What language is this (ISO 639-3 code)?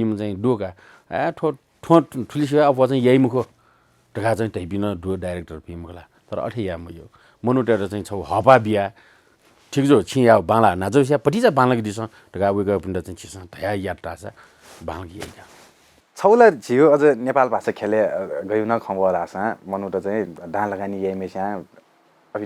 new